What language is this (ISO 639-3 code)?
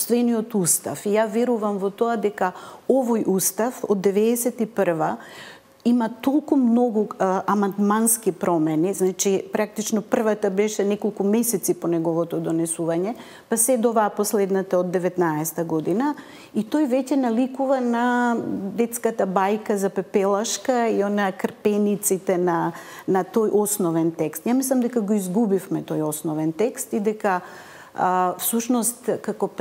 mkd